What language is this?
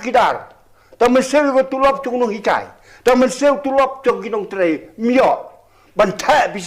Khasi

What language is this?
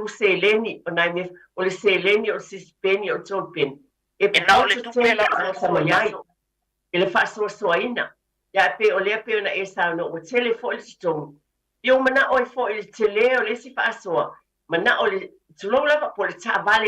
Samoan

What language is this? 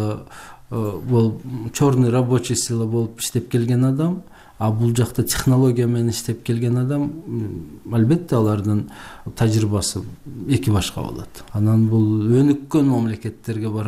Kyrgyz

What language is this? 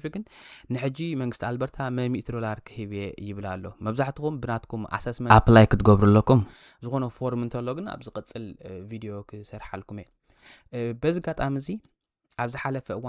Tigrinya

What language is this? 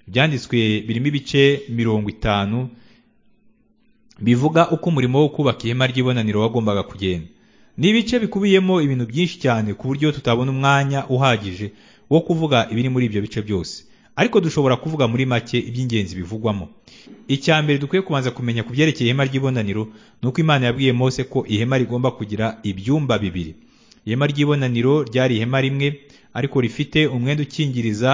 Kinyarwanda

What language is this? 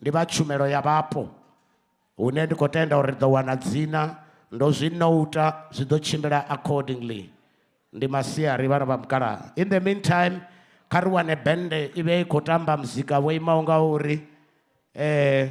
Venda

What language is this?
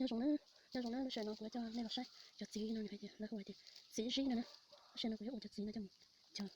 Hmong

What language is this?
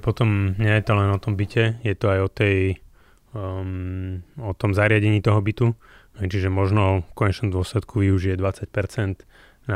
Slovak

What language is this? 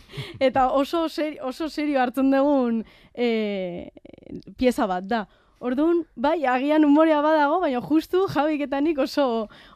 Basque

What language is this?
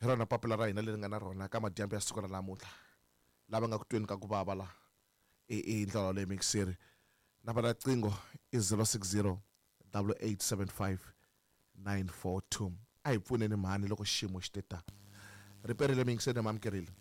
Tsonga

